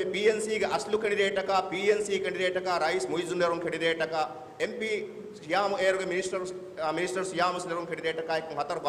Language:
Divehi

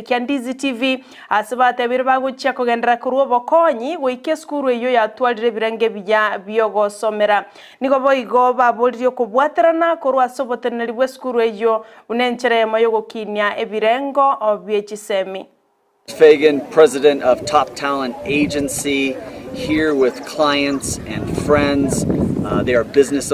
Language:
Gusii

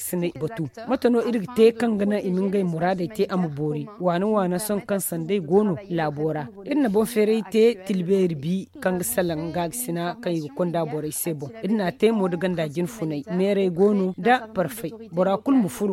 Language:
Zarma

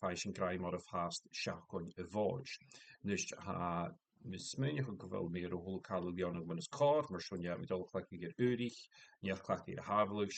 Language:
Scottish Gaelic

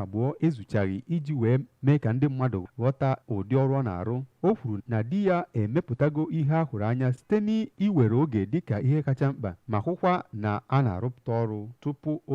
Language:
Igbo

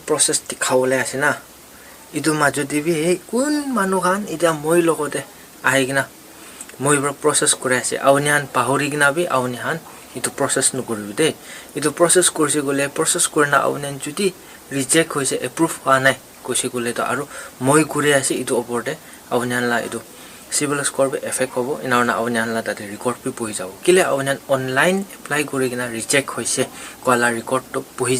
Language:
Naga Pidgin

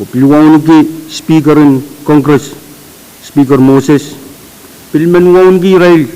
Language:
Pohnpeian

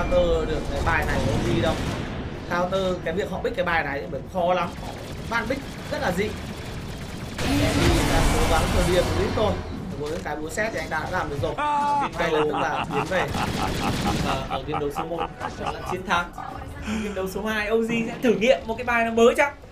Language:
Vietnamese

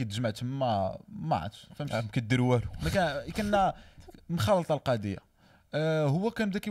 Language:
Moroccan Arabic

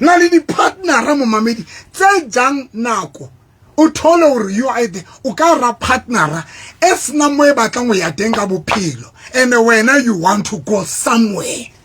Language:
Southern Sotho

